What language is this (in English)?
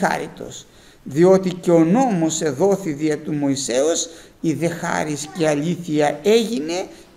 Greek